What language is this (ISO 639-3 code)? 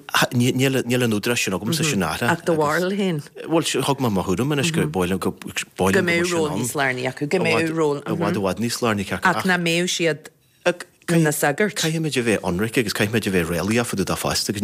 gle